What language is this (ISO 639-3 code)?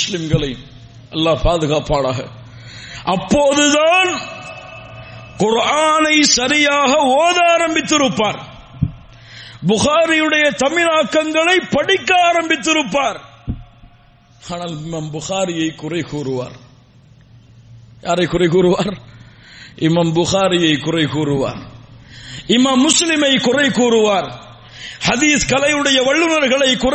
tam